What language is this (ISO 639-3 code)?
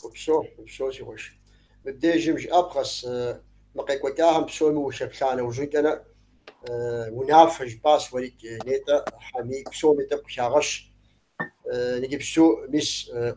kbd